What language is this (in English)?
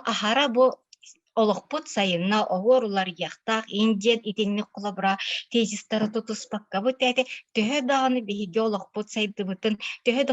Yakut